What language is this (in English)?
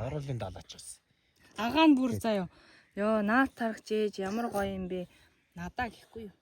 Mongolian